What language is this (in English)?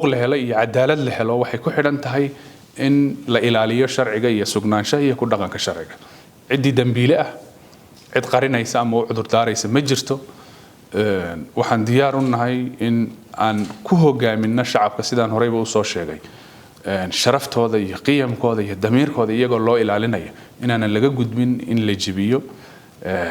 Somali